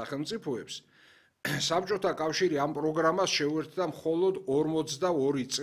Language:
Georgian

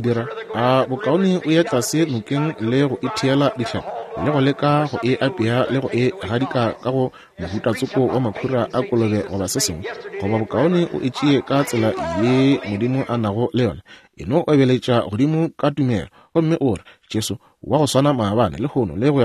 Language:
Northern Sotho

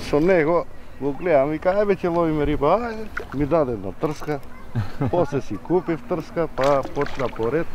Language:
Macedonian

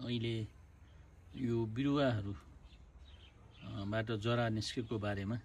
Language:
Nepali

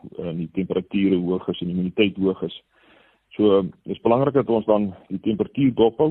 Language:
Afrikaans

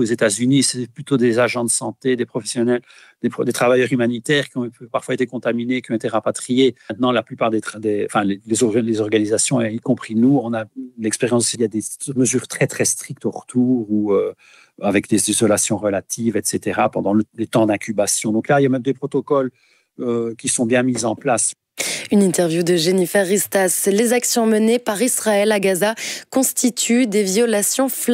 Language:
French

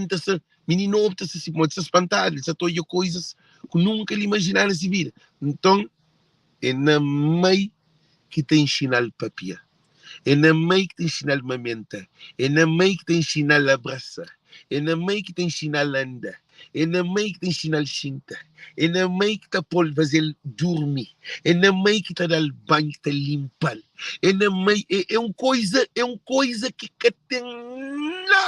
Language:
Kabuverdianu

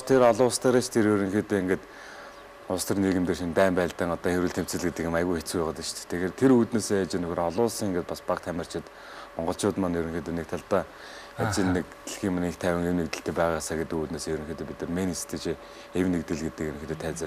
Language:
Mongolian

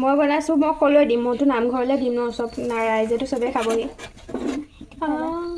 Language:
Assamese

